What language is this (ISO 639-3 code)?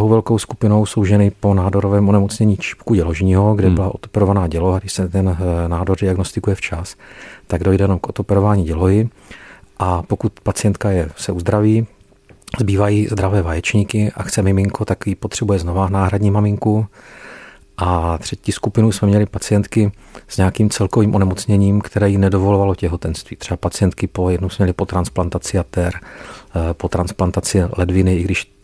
ces